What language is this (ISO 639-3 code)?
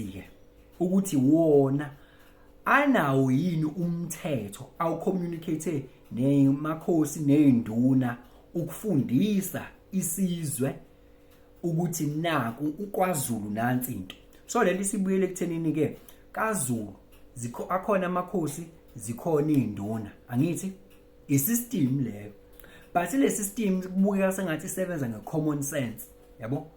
zul